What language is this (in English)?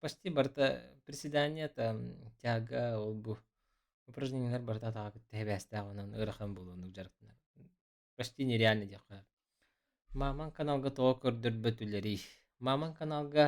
Yakut